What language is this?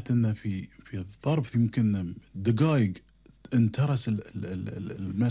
Gulf Arabic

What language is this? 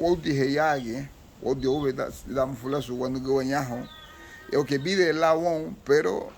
Garifuna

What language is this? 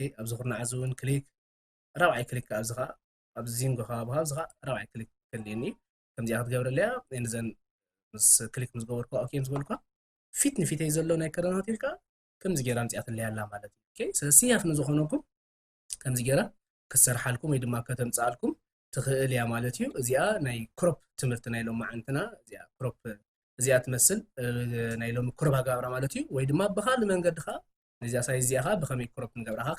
Tigrinya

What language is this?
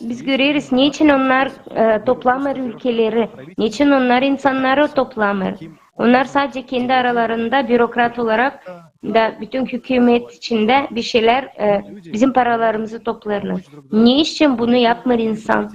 Gagauz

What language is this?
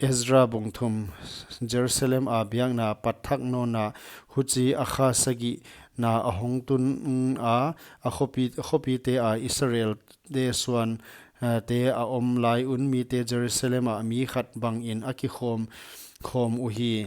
Paite Chin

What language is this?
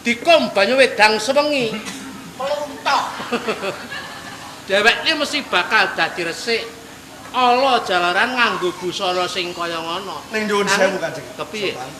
Javanese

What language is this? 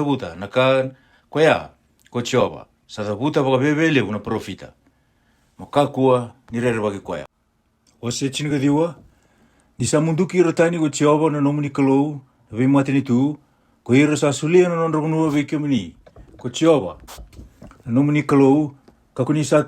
Fijian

